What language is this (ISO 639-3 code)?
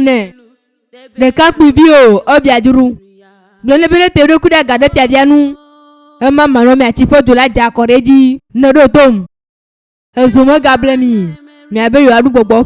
ewe